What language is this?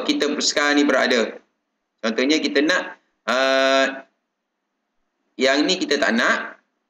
Malay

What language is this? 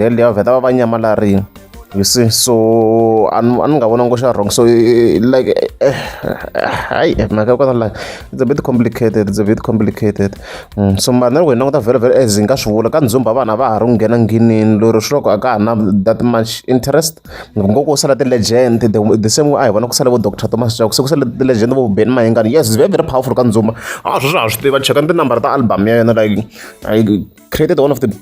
Tsonga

